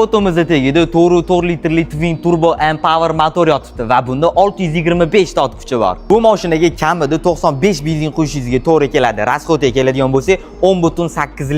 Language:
Uzbek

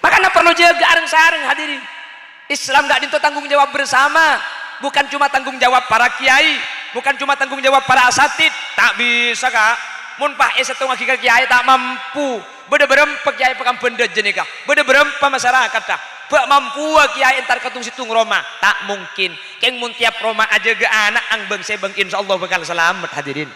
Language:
Madurese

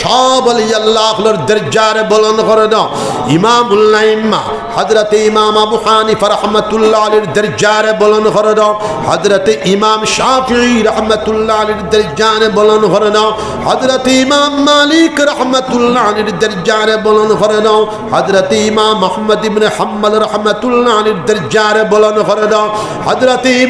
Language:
Sylheti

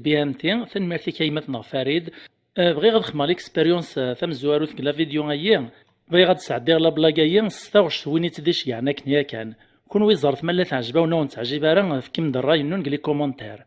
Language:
Kabyle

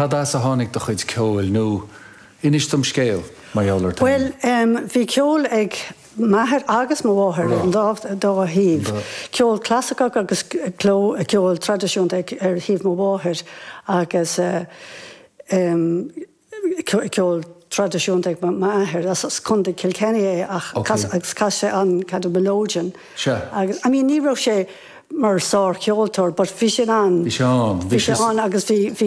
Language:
Irish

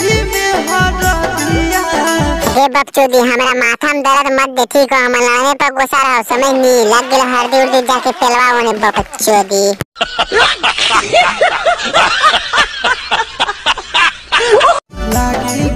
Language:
Magahi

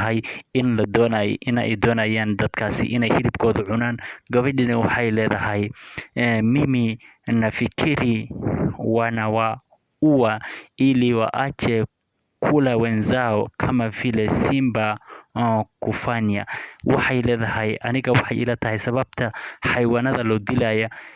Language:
Somali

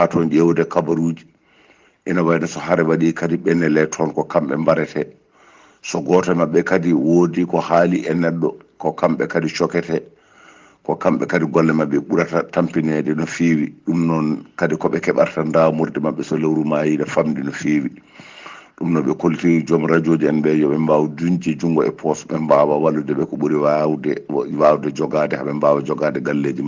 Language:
Fula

